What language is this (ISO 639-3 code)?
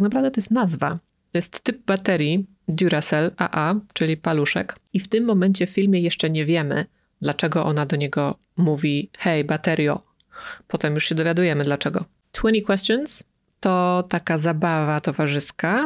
pol